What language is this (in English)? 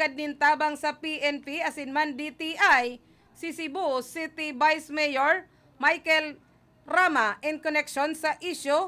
Bikol